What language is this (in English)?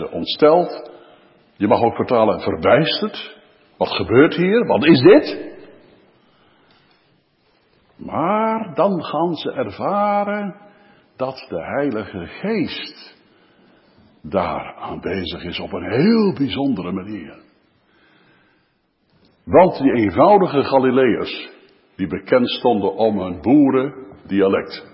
Dutch